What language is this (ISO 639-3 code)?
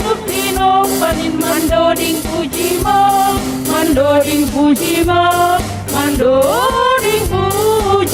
bts